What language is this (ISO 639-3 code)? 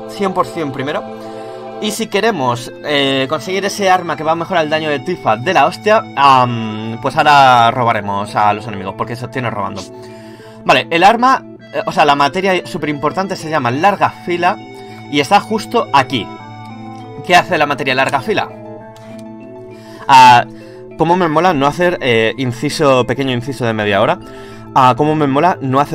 spa